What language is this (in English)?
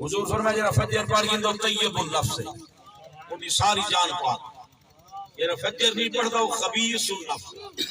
Saraiki